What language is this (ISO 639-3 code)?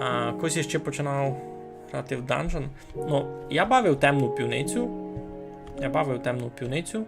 rue